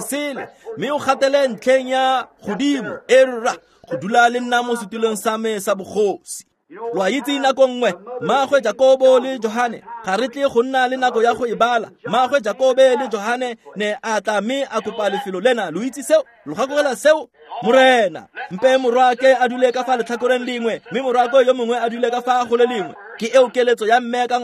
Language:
Tswana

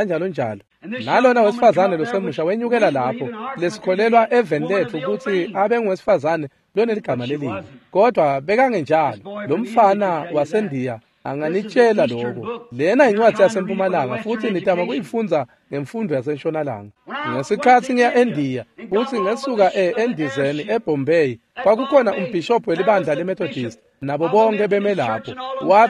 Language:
Swati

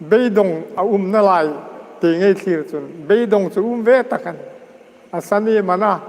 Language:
Hmar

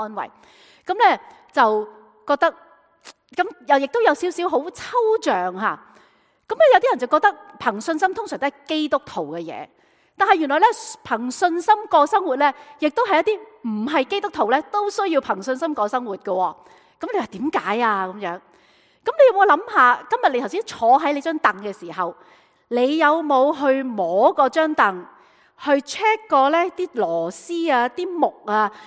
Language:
Cantonese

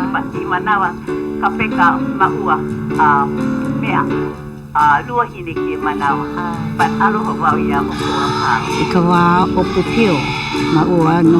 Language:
Hawaiian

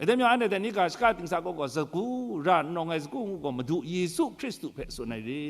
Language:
Kachin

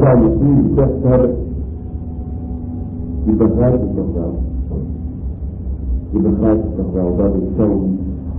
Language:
Dutch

